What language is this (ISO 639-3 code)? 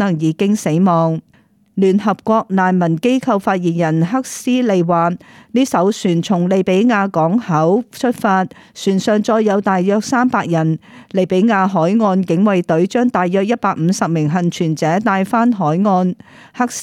yue